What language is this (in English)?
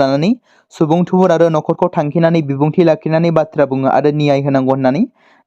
Bodo